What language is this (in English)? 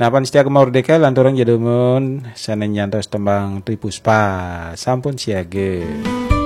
Balinese